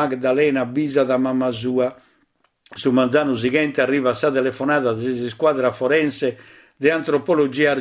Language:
Sardinian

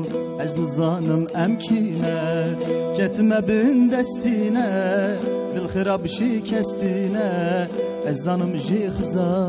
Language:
Kurdish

